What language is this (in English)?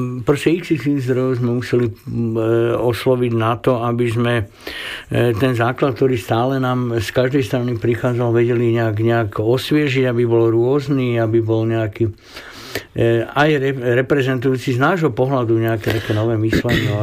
Slovak